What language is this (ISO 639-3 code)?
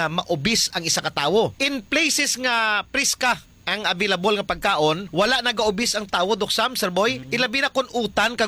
hil